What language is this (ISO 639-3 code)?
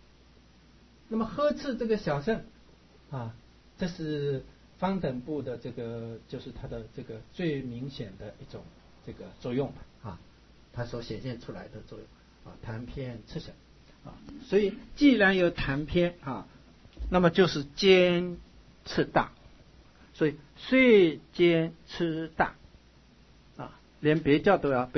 zho